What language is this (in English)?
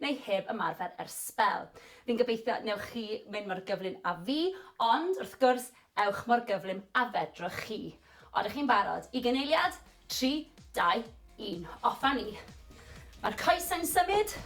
Welsh